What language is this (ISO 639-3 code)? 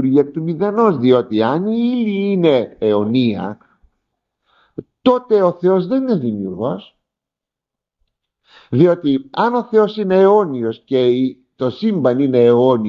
ell